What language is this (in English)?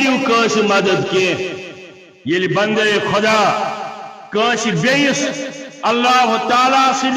Kashmiri